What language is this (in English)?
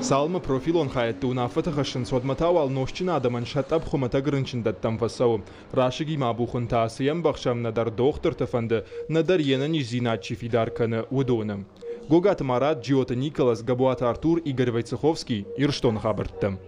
Ossetic